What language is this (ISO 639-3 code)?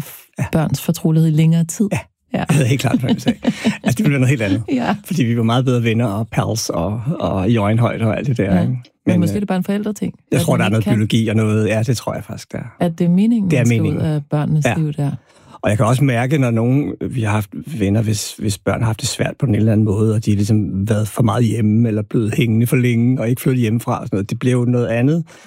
dan